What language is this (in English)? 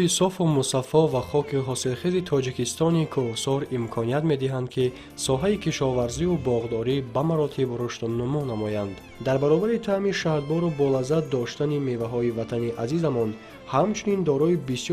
Tajik